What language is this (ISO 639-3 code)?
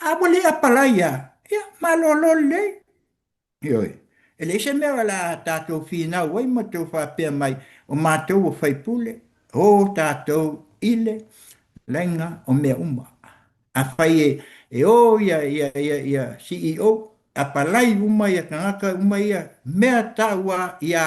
smo